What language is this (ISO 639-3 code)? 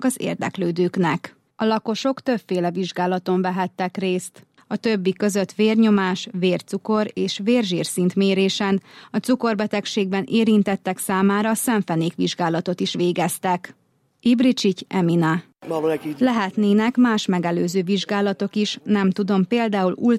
hun